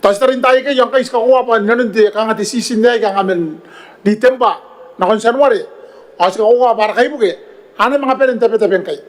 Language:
Gilbertese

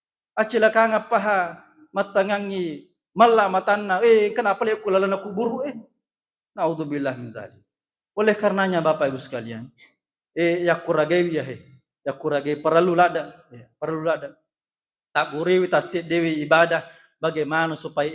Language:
Buginese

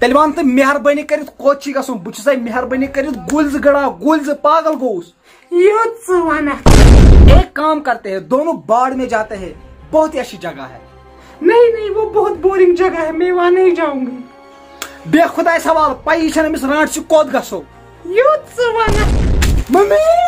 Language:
Kashmiri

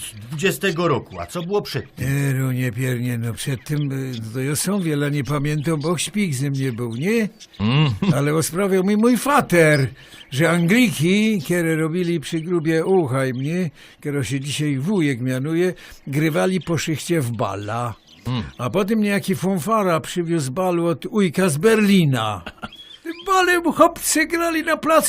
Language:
Silesian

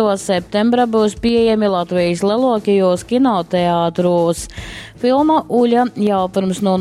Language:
Latgalian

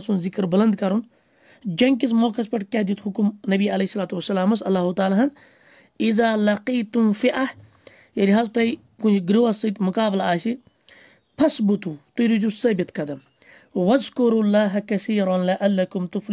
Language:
Kashmiri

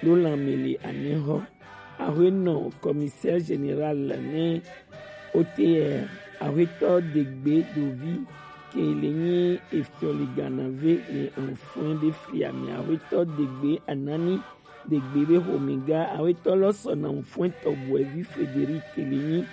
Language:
Gen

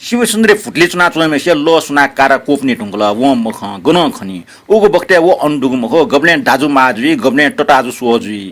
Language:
Newari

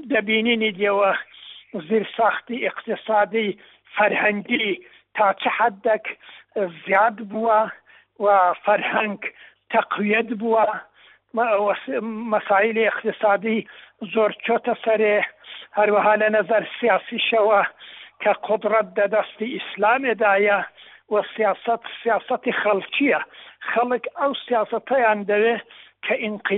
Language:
Central Kurdish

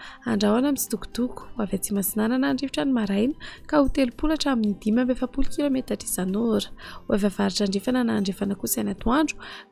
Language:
Malagasy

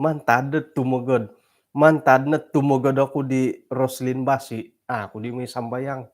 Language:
Central Dusun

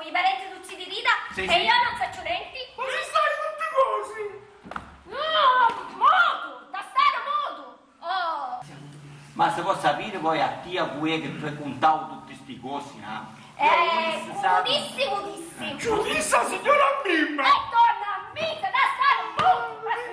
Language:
Sicilian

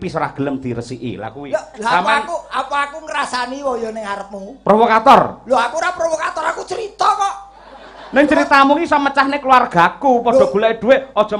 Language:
Javanese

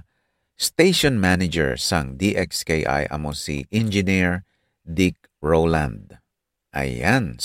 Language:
Hiligaynon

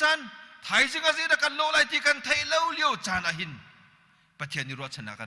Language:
Hakha Chin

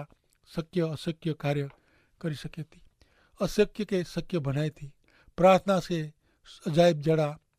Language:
Kachhi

